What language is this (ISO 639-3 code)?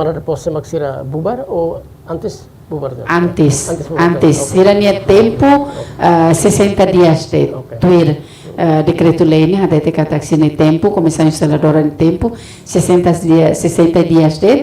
tet